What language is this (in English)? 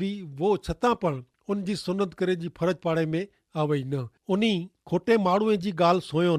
Kachhi